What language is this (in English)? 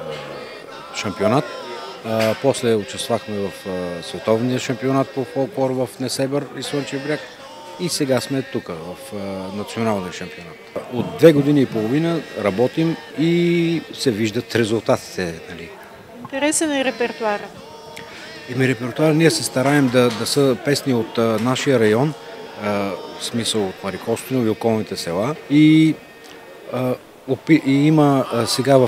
Bulgarian